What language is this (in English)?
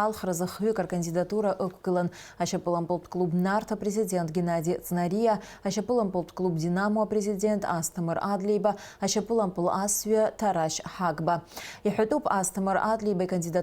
Abkhazian